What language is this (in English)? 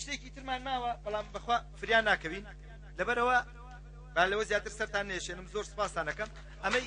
Central Kurdish